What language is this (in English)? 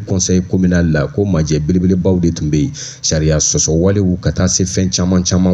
Bambara